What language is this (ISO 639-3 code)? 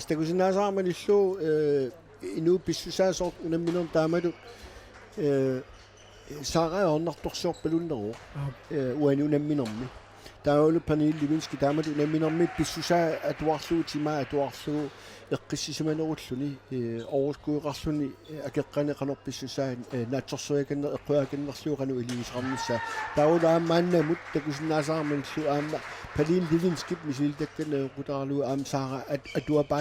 kal